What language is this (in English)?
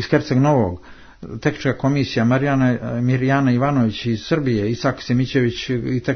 Serbian